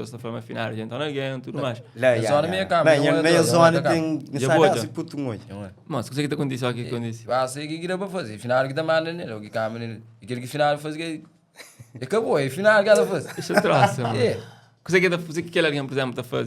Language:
Kabuverdianu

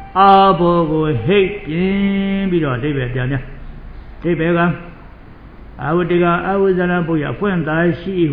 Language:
Burmese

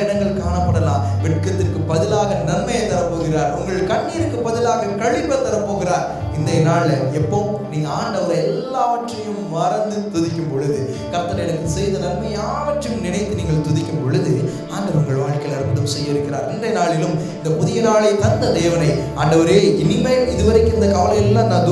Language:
Tamil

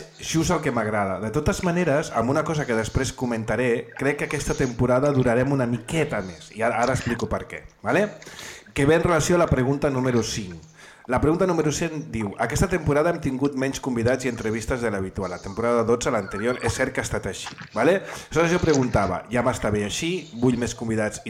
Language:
Catalan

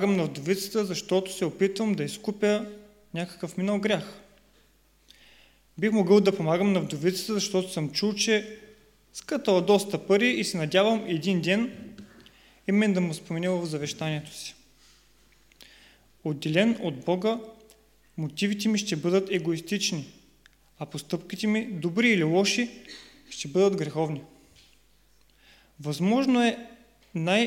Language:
Bulgarian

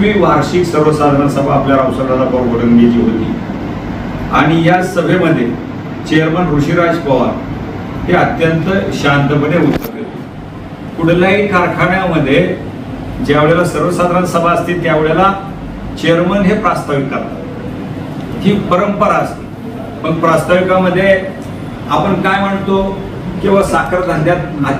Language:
Marathi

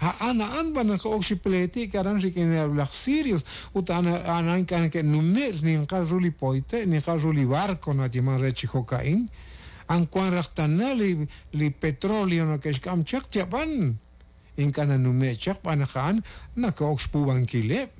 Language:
Kekchí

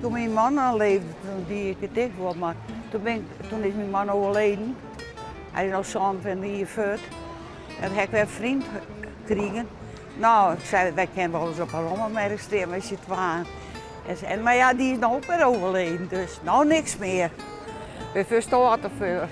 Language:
Western Frisian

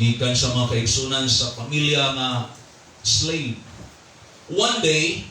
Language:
Cebuano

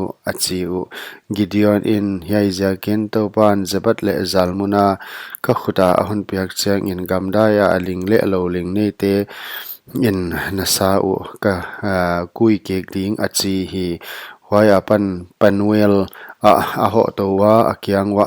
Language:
Paite Chin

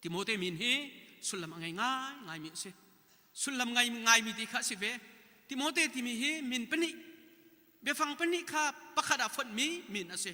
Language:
Hakha Chin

